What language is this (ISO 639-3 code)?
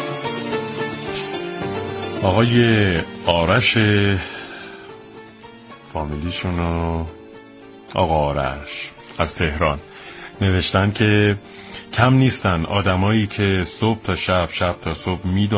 fas